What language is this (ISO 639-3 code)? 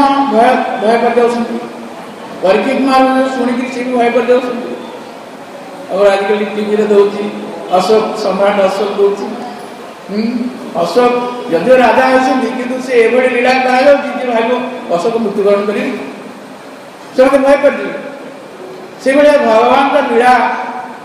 ori